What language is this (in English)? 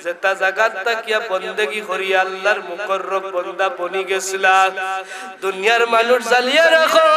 Sylheti